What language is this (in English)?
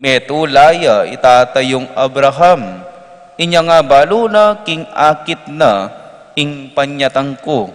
Pampanga